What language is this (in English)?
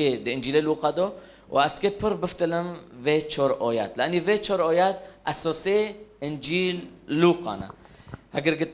Kurdish